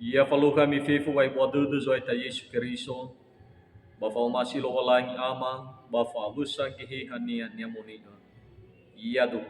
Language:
Nias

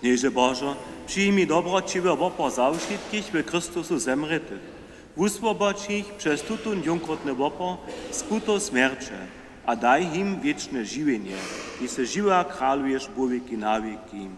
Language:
Upper Sorbian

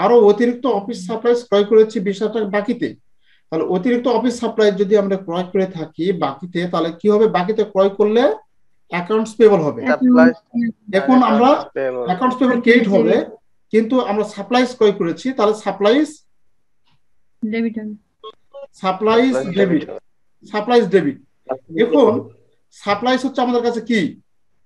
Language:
Bangla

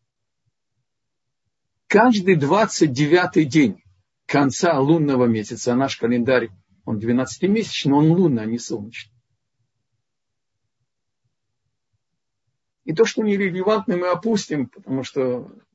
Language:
Russian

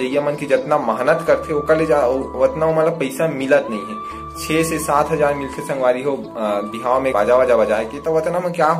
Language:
Chhattisgarhi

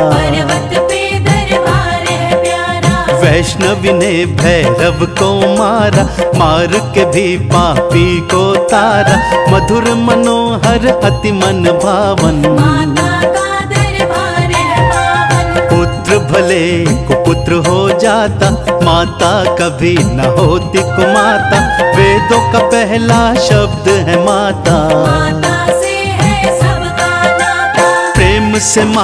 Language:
Hindi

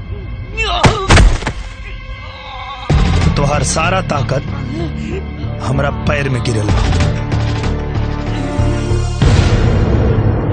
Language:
Bhojpuri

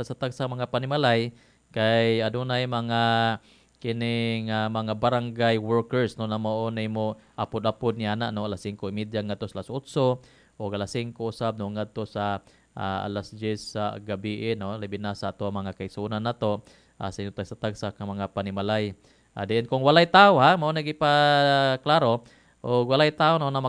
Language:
Cebuano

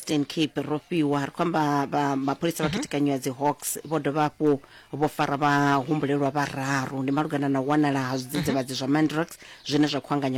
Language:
Venda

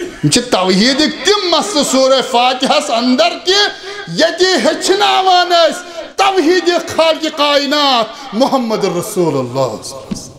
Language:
Kashmiri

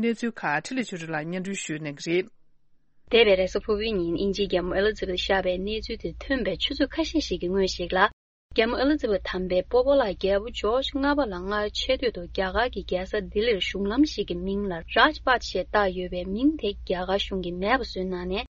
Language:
Tibetan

